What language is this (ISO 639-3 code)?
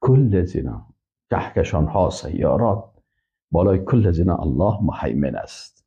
fas